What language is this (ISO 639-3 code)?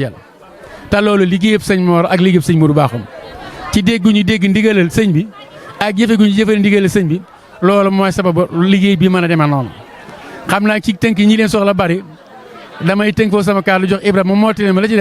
wol